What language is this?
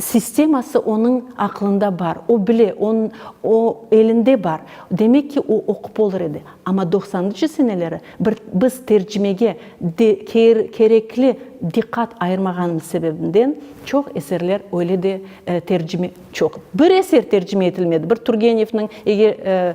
Crimean Tatar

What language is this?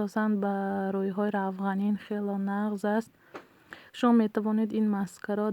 Tajik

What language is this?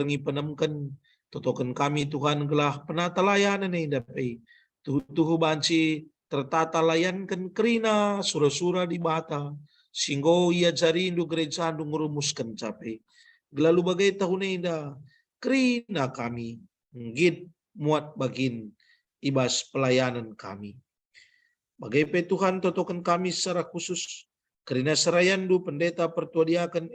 Batak Karo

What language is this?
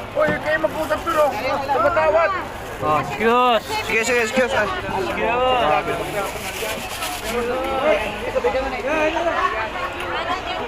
Filipino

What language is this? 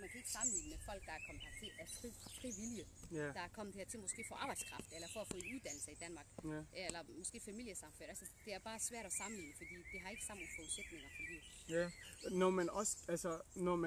Danish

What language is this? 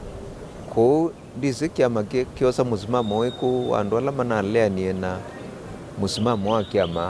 Kamba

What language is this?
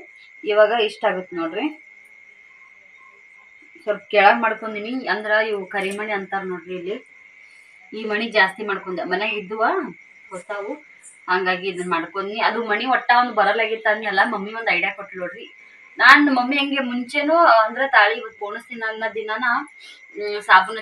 Kannada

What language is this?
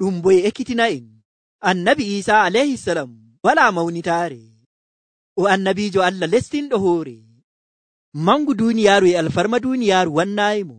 Nigerian Fulfulde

